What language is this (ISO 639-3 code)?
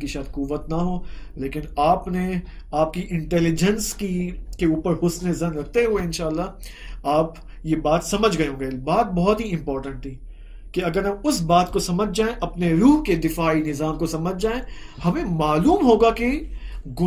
urd